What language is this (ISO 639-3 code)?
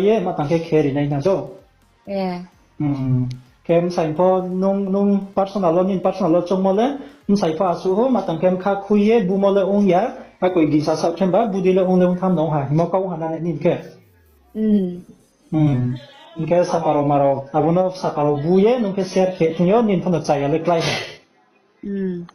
ria